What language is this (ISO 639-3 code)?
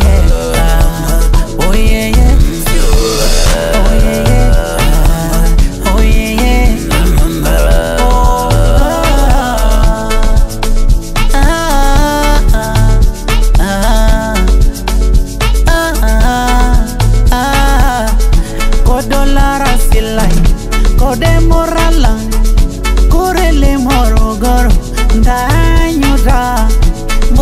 swa